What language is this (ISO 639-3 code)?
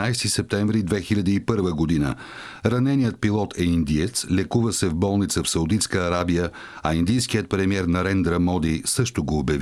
bul